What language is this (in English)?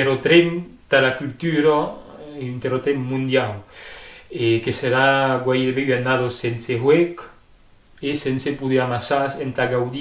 Occitan